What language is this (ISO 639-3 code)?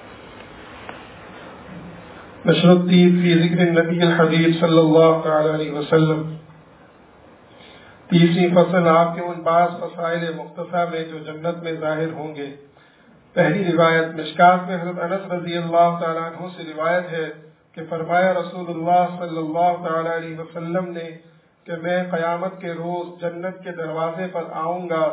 urd